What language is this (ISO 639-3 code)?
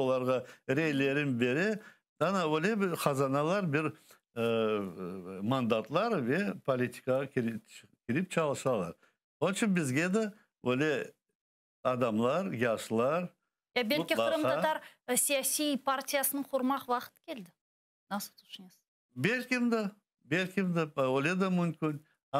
crh